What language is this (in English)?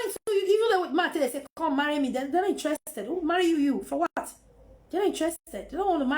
Nigerian Pidgin